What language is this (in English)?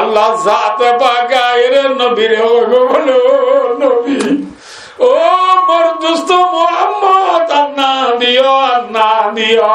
Rohingya